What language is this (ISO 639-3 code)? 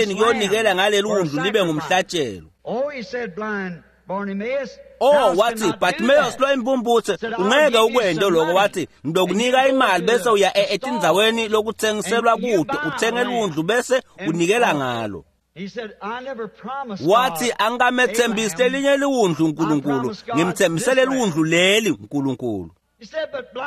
ssw